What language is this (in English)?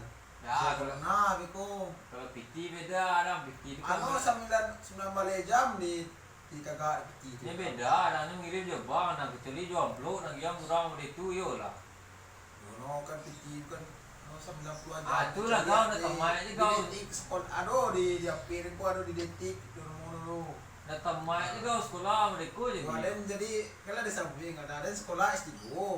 Minangkabau